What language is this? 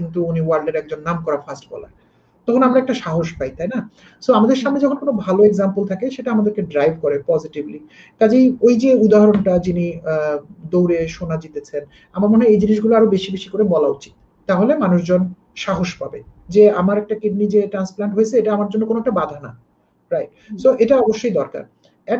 Bangla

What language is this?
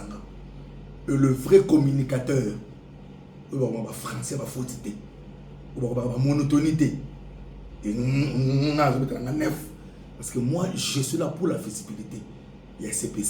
Lingala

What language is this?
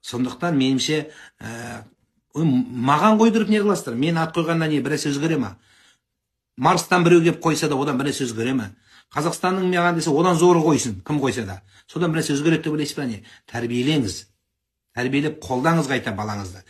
Kazakh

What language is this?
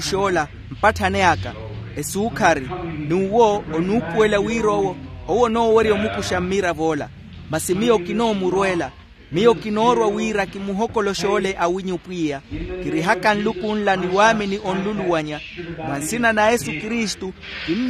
Makhuwa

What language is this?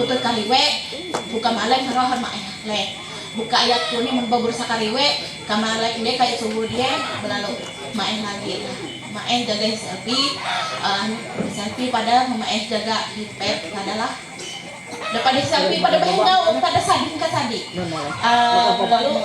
Ma'anyan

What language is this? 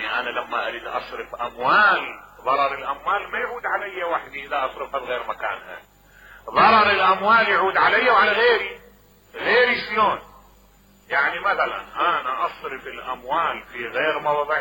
Mesopotamian Arabic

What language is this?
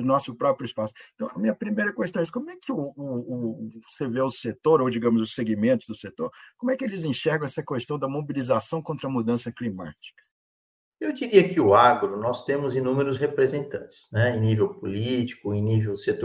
Portuguese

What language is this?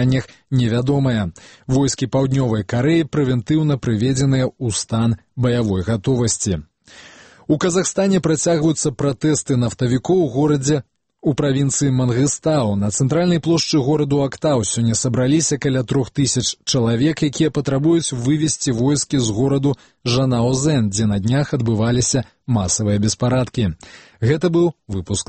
Belarusian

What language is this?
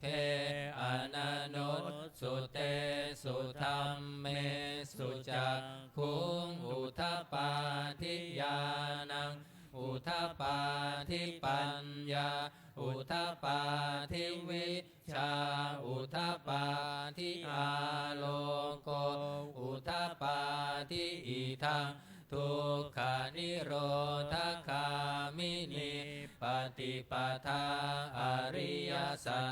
Pali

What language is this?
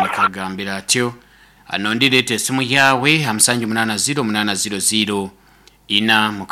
Nyoro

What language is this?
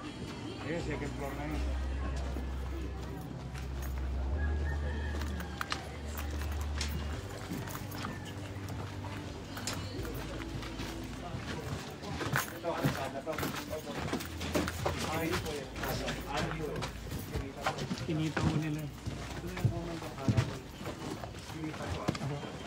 Filipino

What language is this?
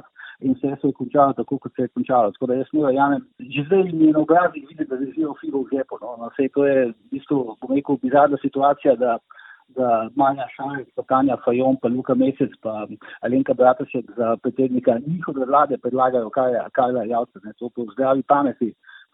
Slovenian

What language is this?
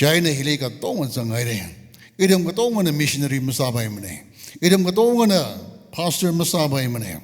Tangkhul Naga (India)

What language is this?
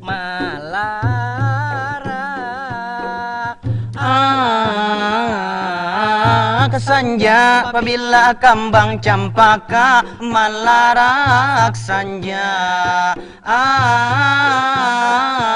Banjar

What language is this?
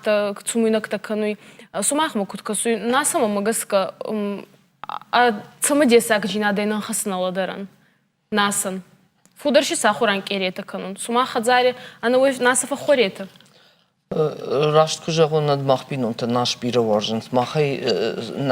Ossetic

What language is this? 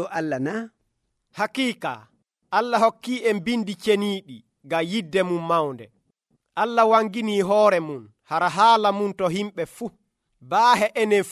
Nigerian Fulfulde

